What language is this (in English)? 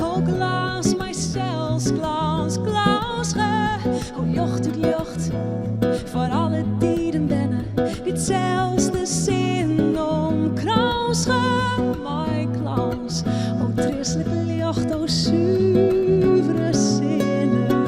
Western Frisian